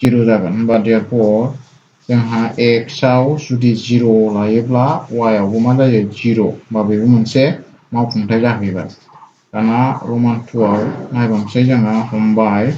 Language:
Bodo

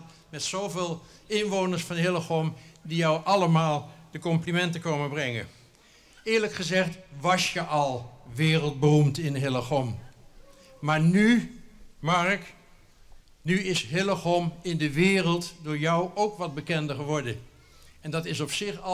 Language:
Dutch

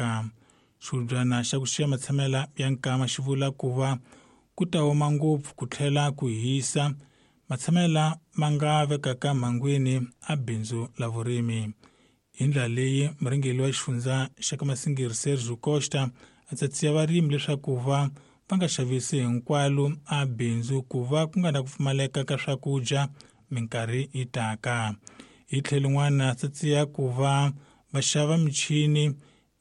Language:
Tsonga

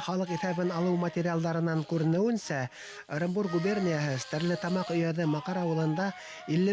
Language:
Bashkir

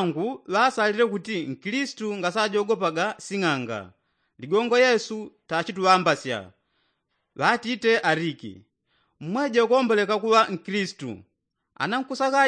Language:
Yao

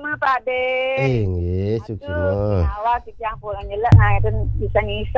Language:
Balinese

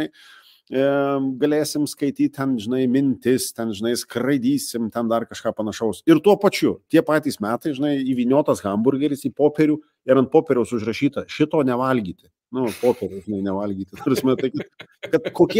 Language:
Lithuanian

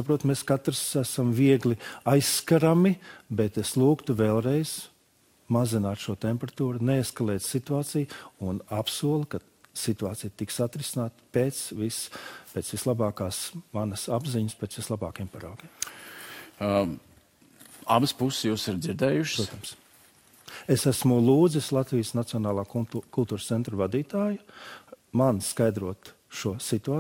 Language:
Latvian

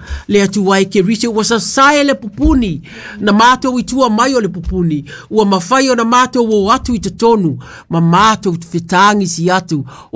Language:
Samoan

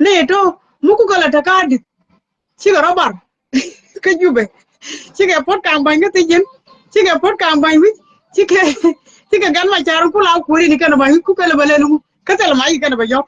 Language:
Nuer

